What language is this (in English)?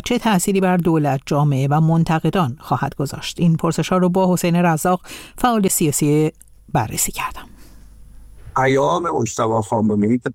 Persian